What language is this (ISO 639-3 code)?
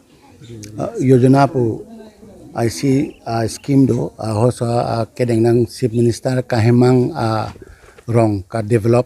mjw